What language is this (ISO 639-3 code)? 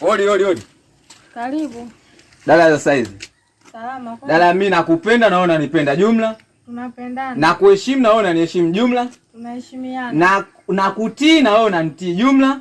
swa